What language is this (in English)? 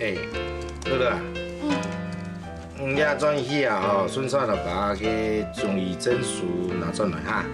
Hakka Chinese